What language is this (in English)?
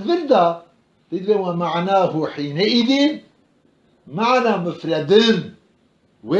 Kurdish